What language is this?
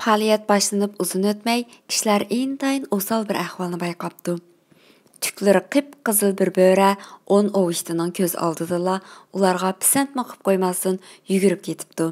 Uyghur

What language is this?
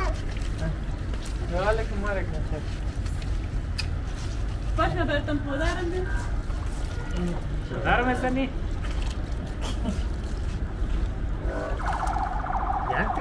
Persian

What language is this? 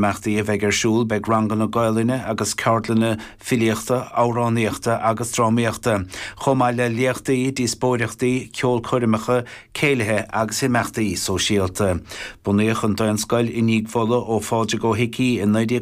Irish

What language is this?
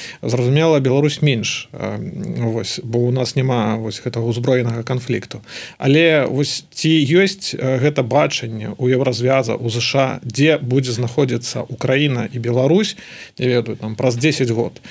Belarusian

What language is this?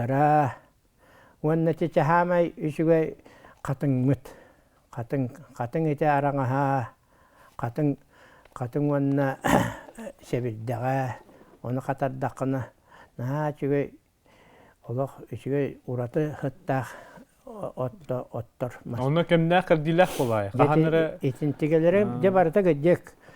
Yakut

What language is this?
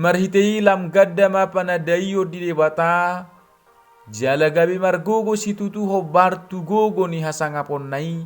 Batak Toba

